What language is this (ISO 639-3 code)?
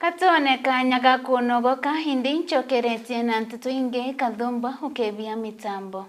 mer